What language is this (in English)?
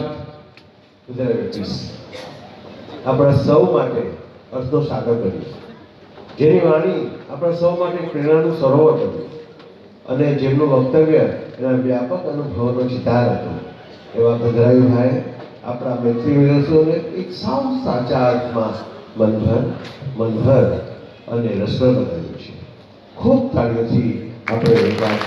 Gujarati